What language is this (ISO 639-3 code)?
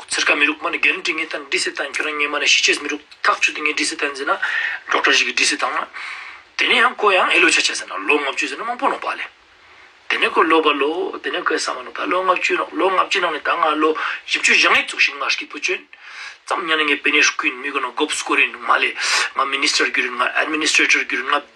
lbj